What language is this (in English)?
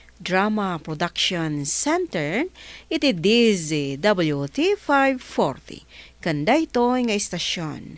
Iloko